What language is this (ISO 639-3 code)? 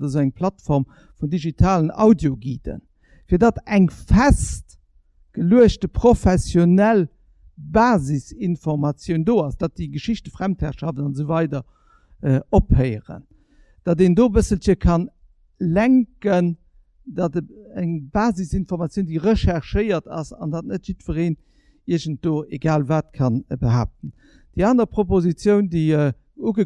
ltz